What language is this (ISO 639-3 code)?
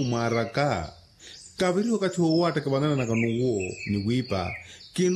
vmw